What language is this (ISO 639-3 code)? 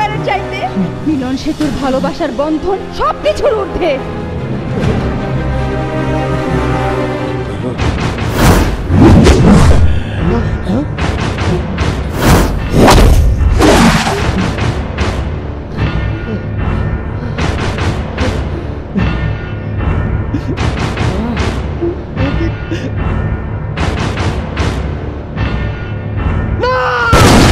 ben